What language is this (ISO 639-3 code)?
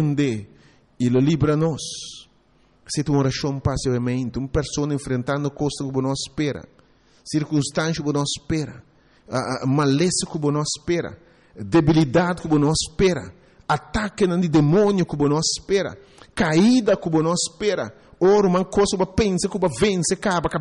pap